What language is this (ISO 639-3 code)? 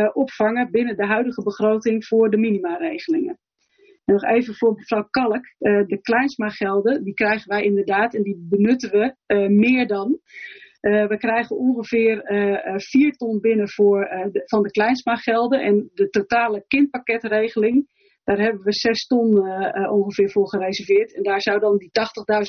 nld